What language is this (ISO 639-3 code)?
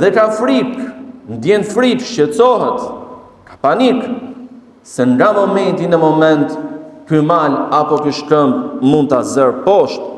sqi